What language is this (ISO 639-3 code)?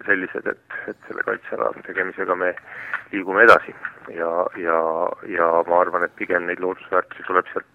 est